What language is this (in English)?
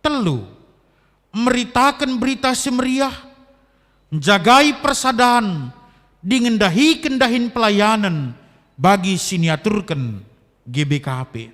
Batak Karo